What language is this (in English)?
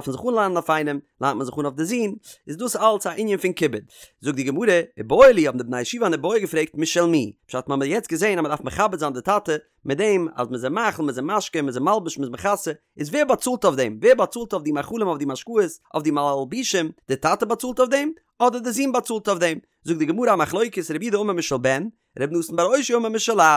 Yiddish